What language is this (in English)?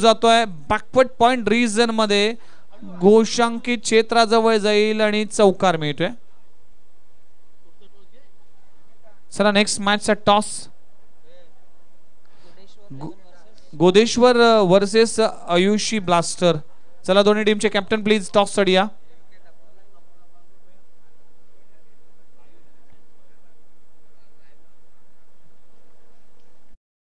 Marathi